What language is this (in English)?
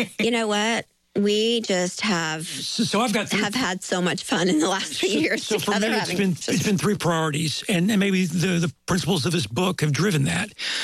English